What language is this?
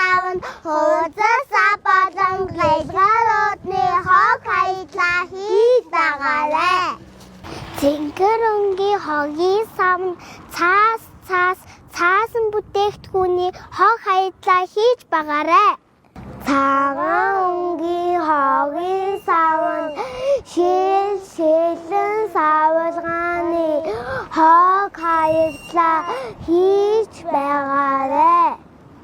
Mongolian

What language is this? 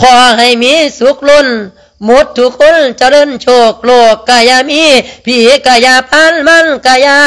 Lao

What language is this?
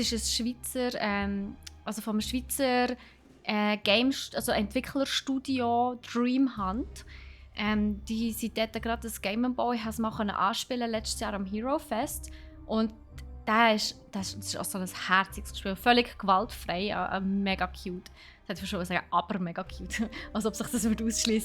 Swiss German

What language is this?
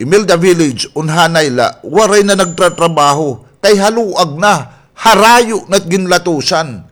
Waray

